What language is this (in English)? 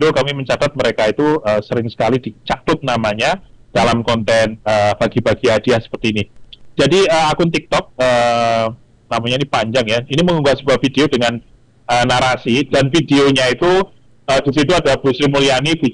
Indonesian